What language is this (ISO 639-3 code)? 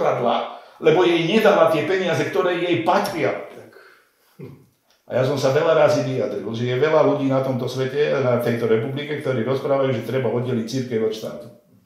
slk